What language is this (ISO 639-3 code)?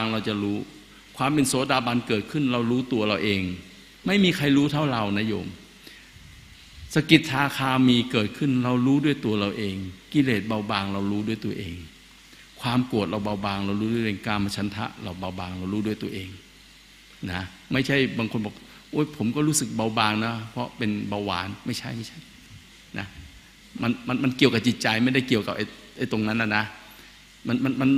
tha